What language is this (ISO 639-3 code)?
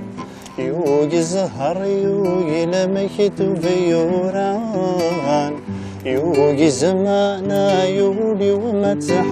kab